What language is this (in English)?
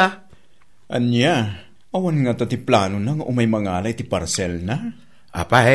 Iloko